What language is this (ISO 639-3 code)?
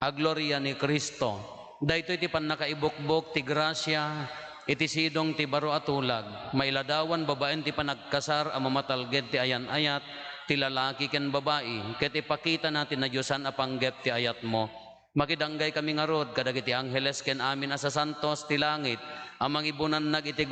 ilo